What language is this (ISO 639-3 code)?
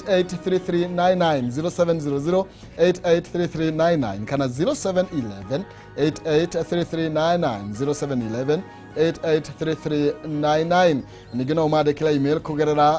kik